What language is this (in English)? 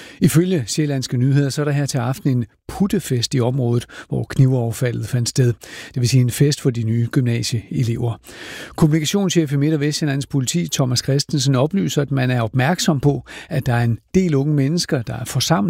Danish